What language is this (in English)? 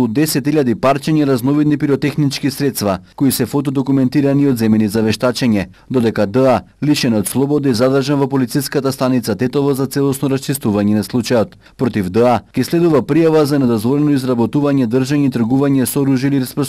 Macedonian